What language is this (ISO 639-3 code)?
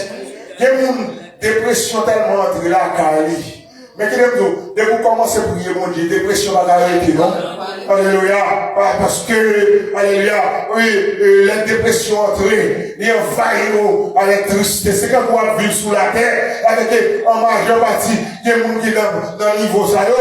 hat